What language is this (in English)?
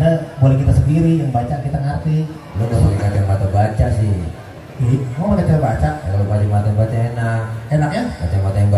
Betawi